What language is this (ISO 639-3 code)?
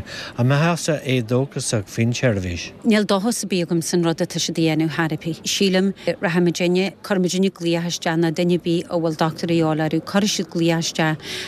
gle